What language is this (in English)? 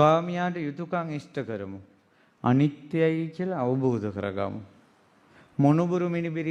Sinhala